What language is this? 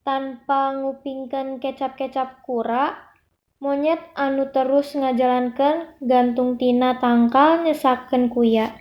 Sundanese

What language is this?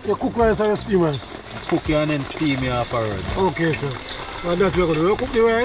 Jamaican Creole English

